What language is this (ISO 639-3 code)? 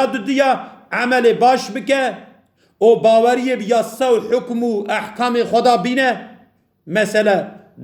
kur